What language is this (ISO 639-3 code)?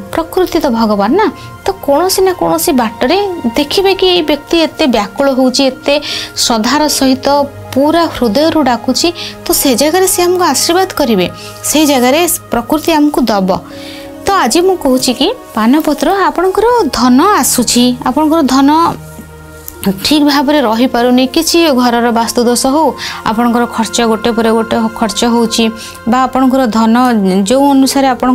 ori